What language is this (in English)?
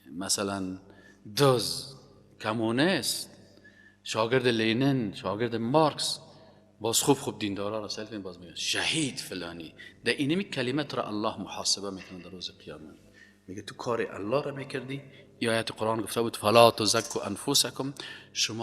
Persian